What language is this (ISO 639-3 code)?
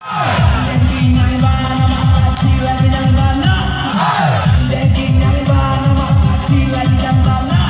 min